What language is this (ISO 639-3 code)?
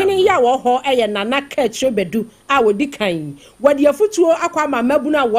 aka